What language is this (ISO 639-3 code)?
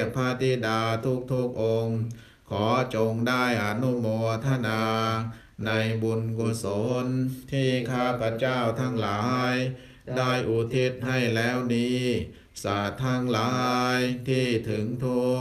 tha